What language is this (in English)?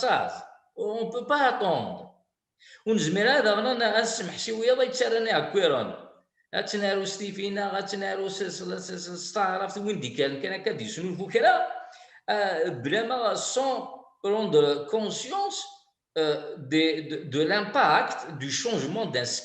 Kabyle